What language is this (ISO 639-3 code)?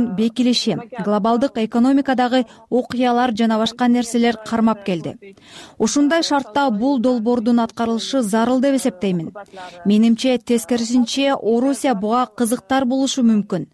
kir